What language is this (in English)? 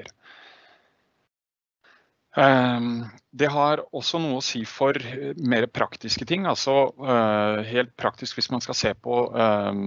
Norwegian